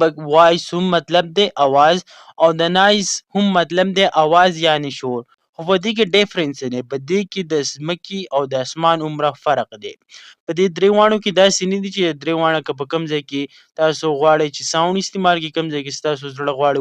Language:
Pashto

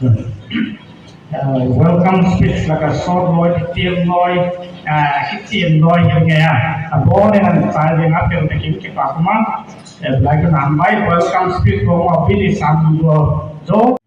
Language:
Kok Borok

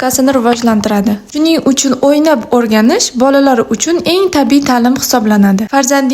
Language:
Uzbek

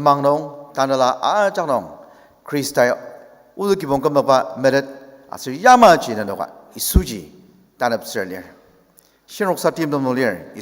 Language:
Ao Naga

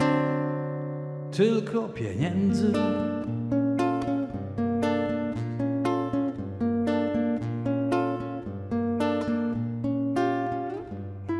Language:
Polish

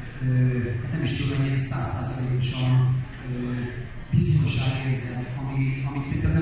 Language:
Hungarian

